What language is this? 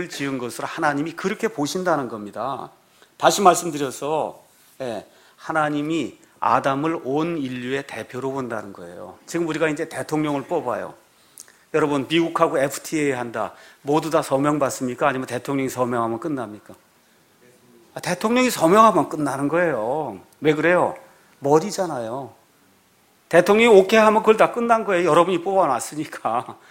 Korean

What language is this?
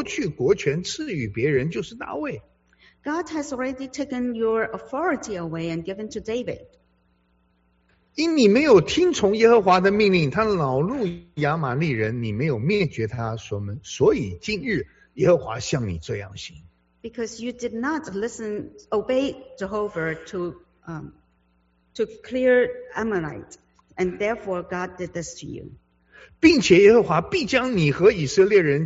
Chinese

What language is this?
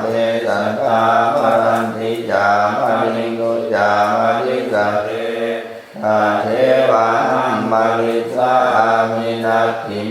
Pali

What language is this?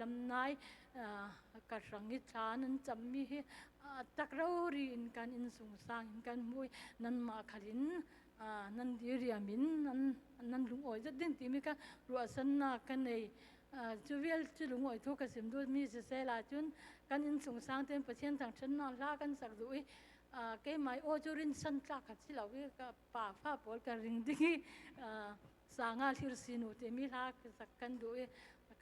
Falam Chin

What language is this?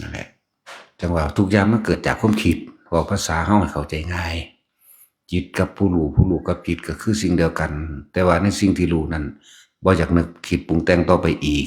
Northeastern Thai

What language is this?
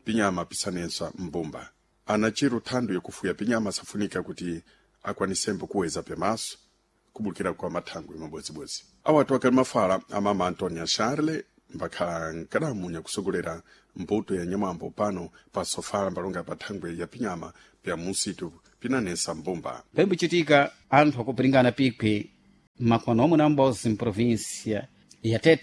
Sena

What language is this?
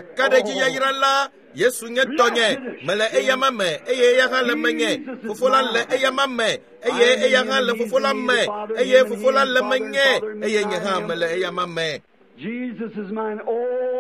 Ewe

